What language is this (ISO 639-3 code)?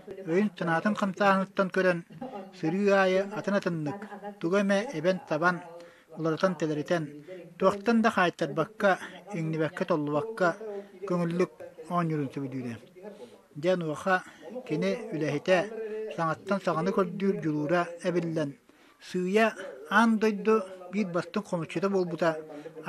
sah